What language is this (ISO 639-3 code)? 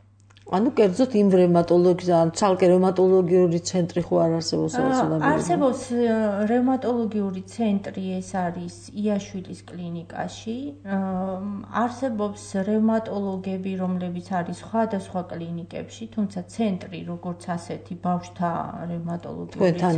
kat